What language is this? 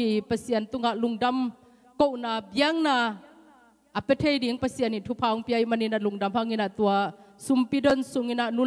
Tedim Chin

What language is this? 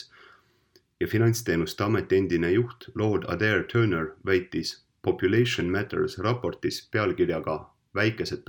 Estonian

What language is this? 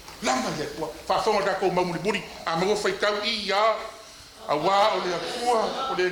Samoan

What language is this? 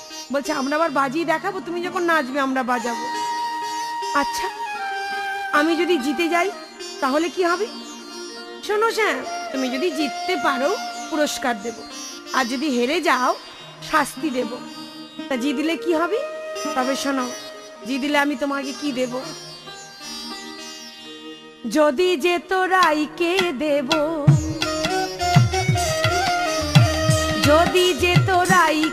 Bangla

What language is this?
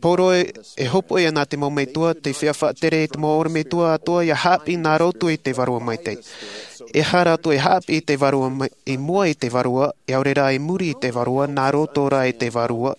Tahitian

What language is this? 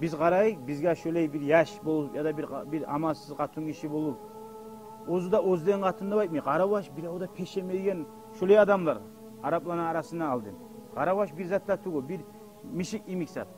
Kumyk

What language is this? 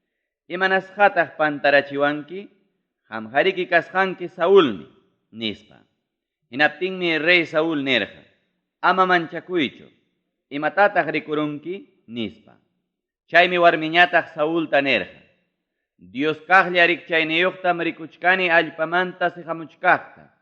Ayacucho Quechua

